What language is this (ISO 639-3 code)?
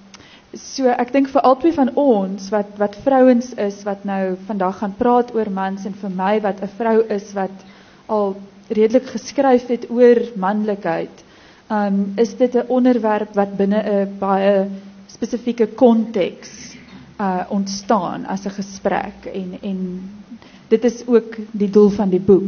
afr